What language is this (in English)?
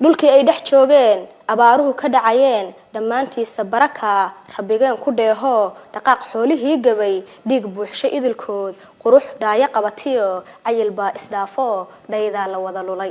Somali